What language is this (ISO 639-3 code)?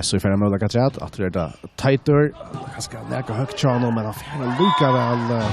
fao